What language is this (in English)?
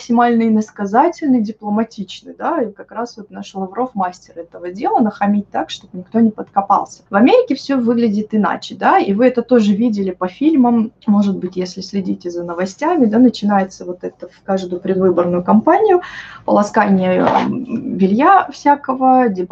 Russian